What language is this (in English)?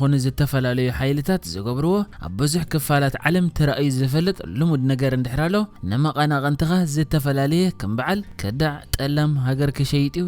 Tigrinya